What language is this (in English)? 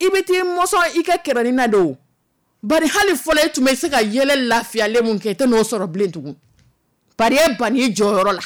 Dyula